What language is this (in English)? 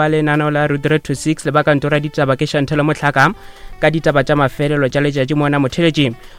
Northern Sotho